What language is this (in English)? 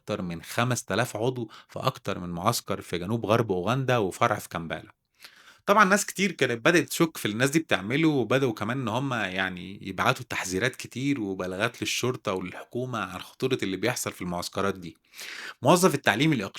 Egyptian Arabic